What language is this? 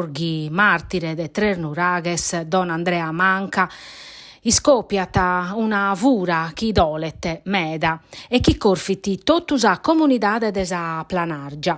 Sardinian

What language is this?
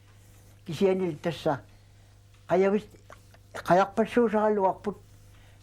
Kalaallisut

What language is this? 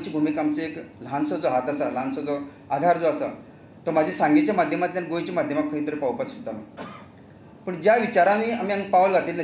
Konkani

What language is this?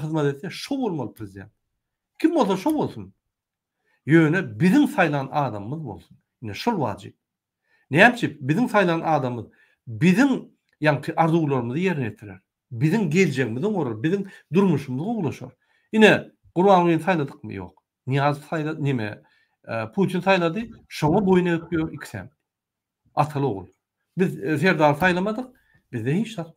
Turkmen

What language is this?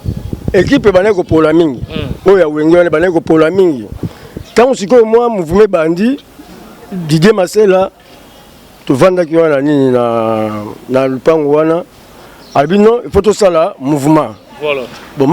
Lingala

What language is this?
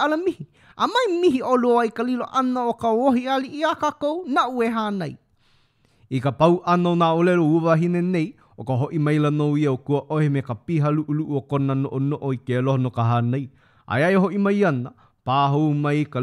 Hawaiian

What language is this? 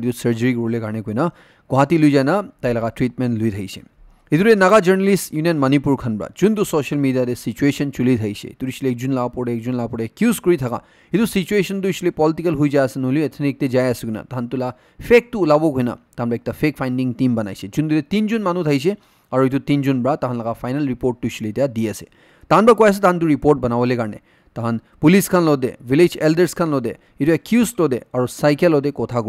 Naga Pidgin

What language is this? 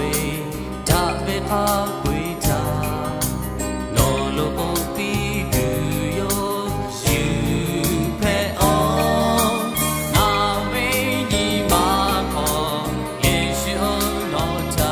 Lahu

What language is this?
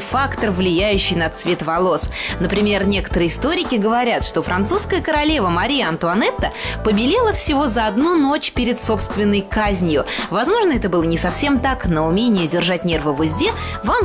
Russian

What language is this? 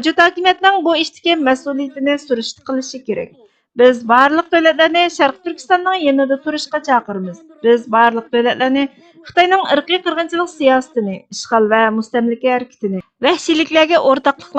Uyghur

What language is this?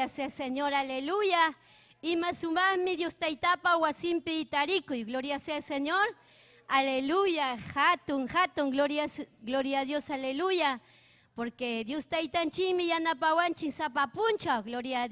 Ayacucho Quechua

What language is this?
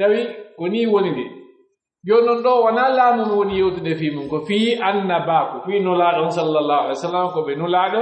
Pular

